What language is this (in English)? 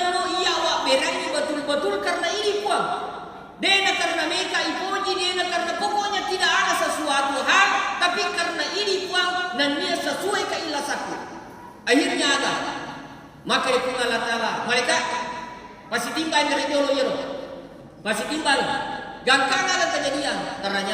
Buginese